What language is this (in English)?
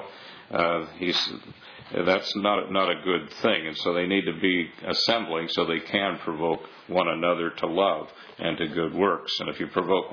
English